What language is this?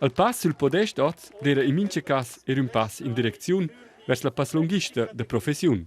Romansh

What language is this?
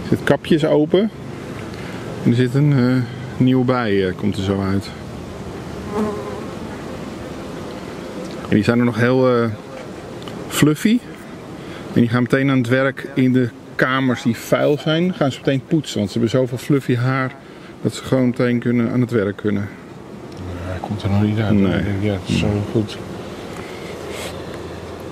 Dutch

